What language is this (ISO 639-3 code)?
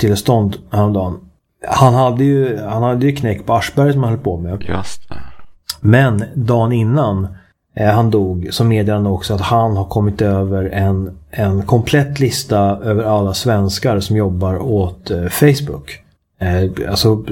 swe